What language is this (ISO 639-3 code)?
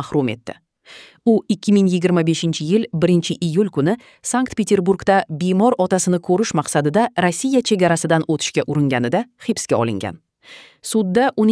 uzb